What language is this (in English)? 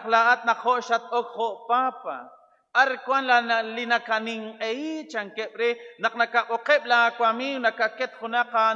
Kekchí